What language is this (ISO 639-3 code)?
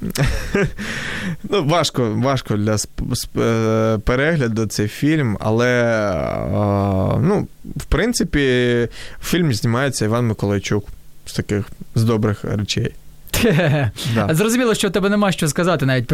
ukr